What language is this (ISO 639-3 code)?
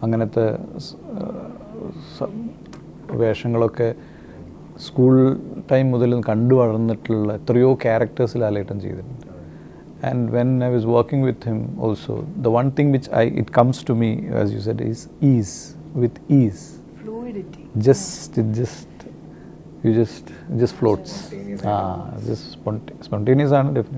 mal